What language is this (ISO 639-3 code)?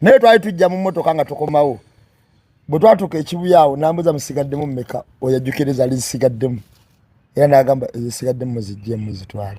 lug